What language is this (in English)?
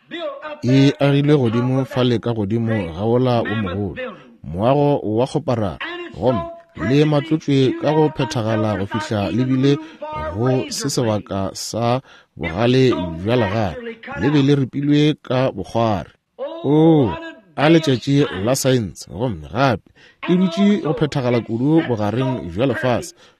Northern Sotho